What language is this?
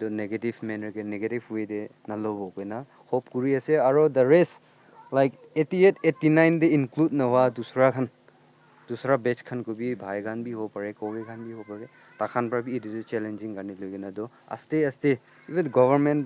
Naga Pidgin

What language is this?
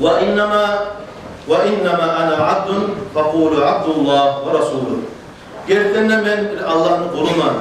Kumyk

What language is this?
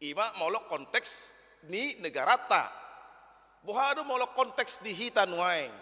Batak Toba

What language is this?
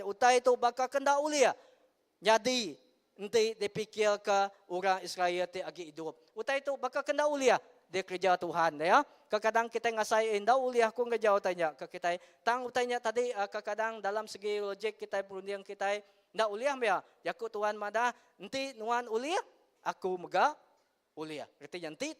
Iban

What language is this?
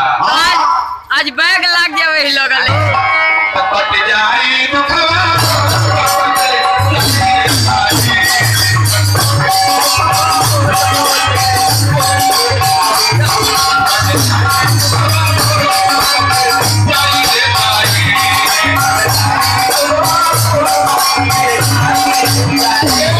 Bhojpuri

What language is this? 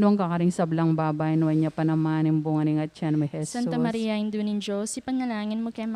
Pampanga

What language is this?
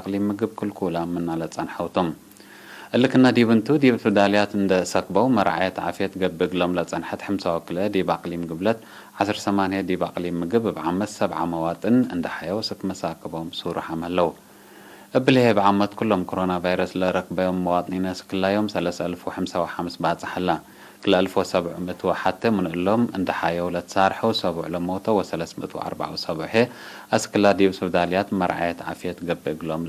Tigre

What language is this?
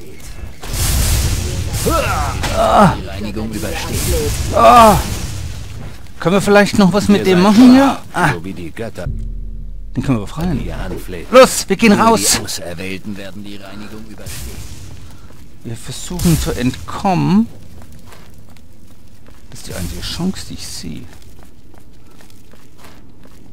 German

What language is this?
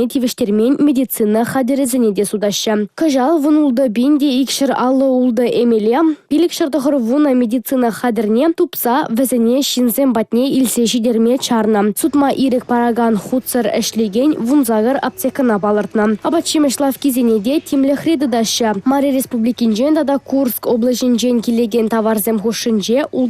Chuvash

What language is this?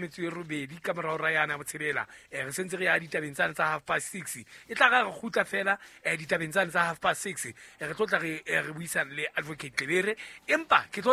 Southern Sotho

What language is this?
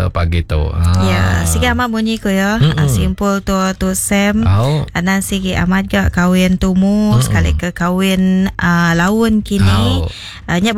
Iban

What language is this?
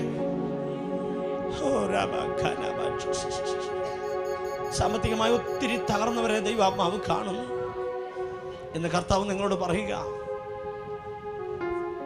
Malayalam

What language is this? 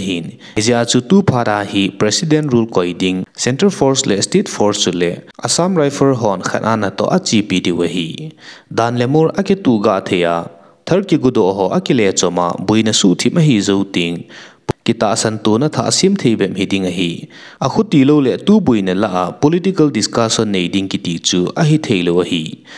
Thado Chin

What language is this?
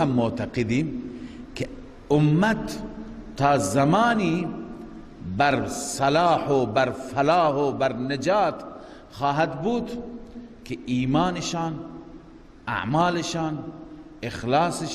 Persian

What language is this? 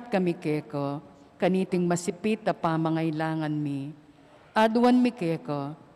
Pampanga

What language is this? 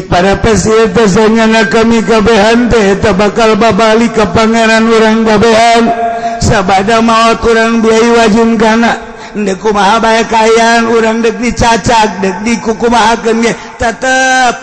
Sundanese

